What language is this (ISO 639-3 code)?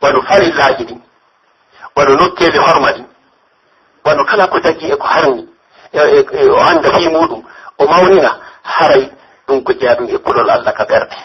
fuf